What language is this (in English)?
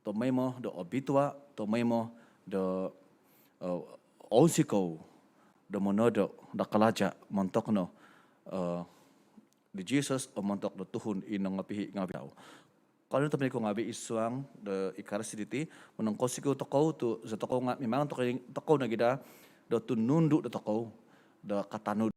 Central Dusun